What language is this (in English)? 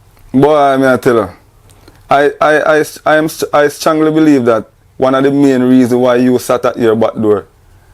Jamaican Creole English